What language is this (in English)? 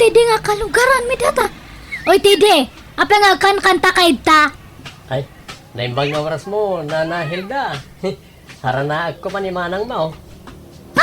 Iloko